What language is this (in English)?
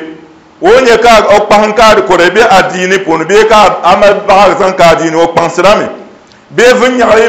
Dagbani